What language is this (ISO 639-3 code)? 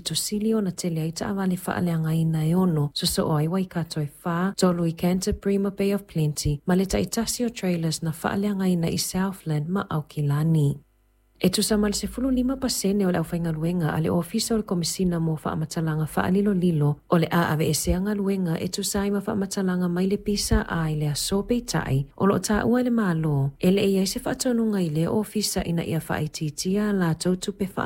smo